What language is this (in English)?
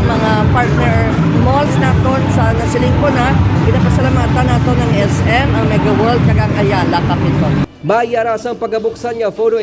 Hiligaynon